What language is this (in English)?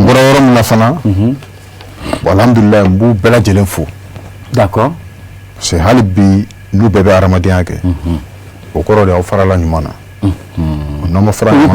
Bambara